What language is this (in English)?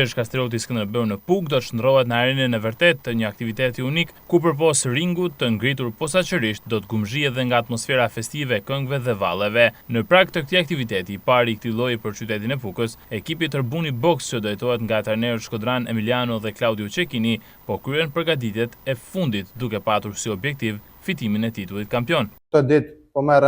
Albanian